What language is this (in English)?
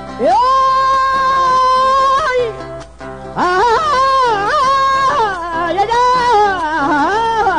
Spanish